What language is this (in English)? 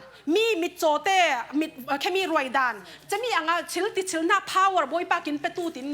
Falam Chin